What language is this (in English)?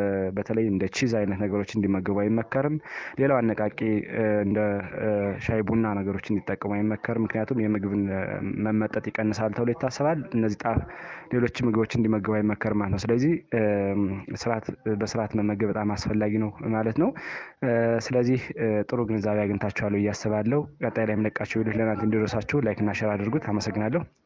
Amharic